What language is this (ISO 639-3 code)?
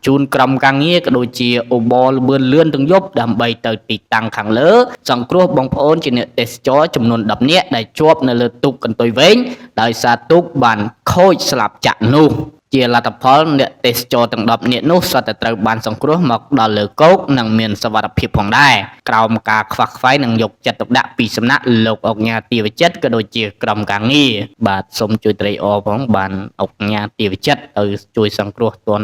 khm